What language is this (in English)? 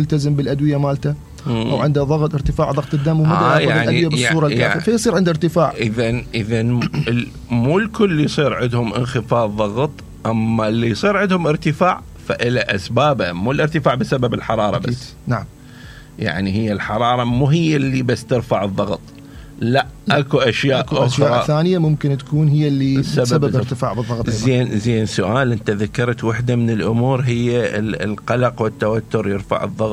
Mesopotamian Arabic